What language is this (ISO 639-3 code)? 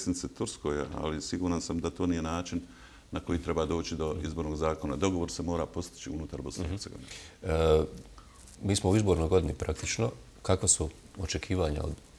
bos